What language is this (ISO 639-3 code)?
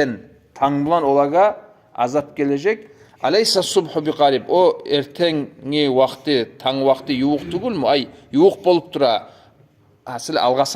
kum